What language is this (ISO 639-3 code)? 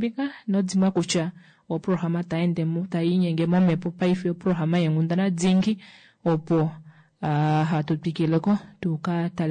kua